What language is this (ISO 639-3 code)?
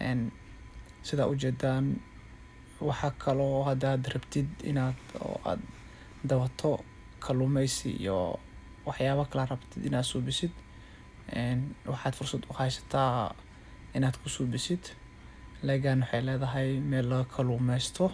som